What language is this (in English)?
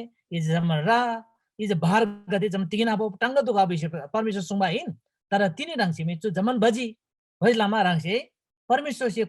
Eastern Tamang